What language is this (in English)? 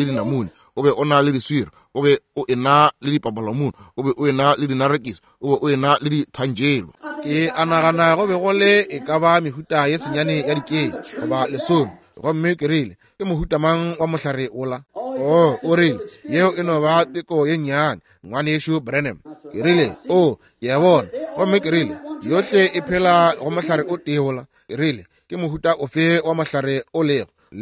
Northern Sotho